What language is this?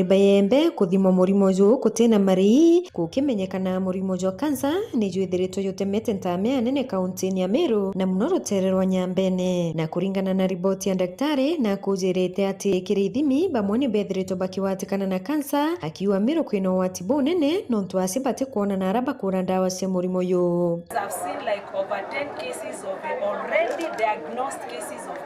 Meru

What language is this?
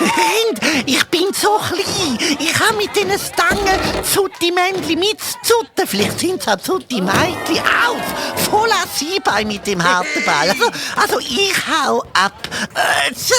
Swiss German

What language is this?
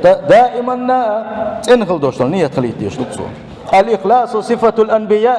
Chechen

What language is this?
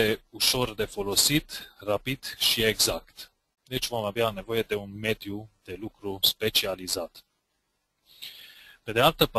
Romanian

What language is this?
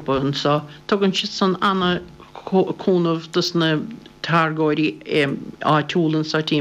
Irish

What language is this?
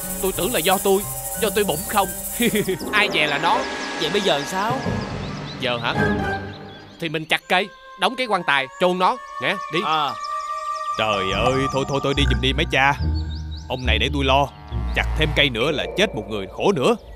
Vietnamese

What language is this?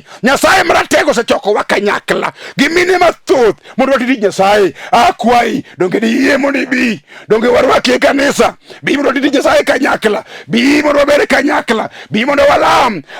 Luo (Kenya and Tanzania)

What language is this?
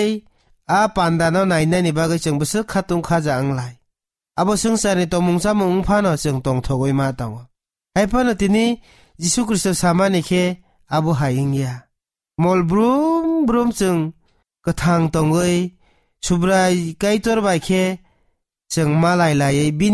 Kok Borok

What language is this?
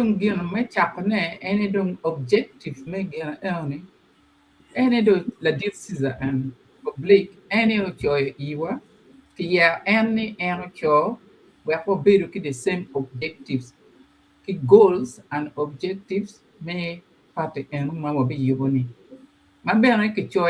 Acoli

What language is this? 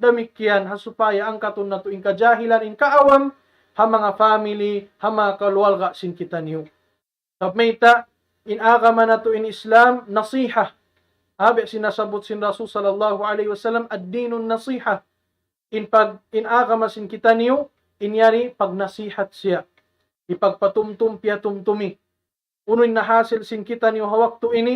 Tausug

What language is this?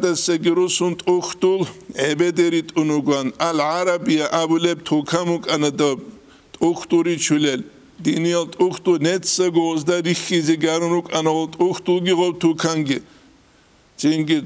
Avaric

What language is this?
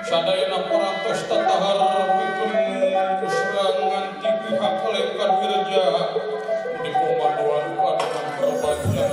Sundanese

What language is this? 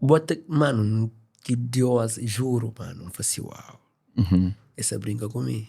Kabuverdianu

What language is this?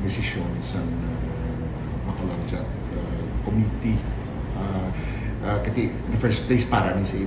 Hiligaynon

